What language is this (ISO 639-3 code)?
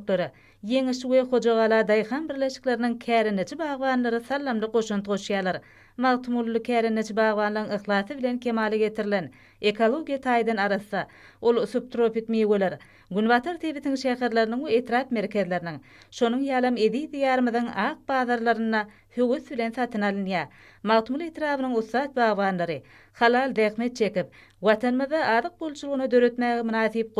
tuk